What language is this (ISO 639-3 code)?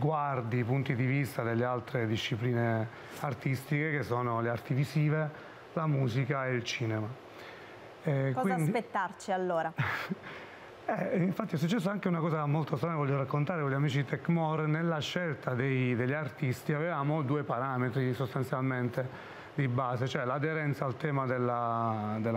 ita